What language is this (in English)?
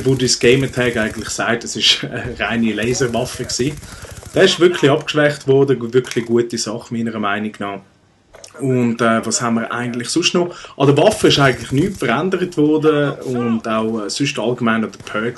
Swiss German